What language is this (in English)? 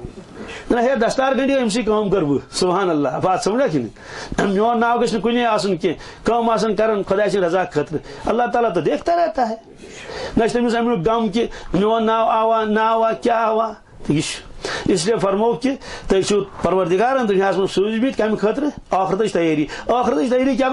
Kashmiri